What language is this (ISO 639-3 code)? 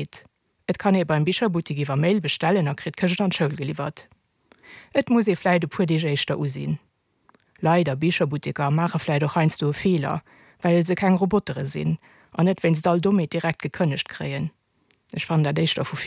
ltz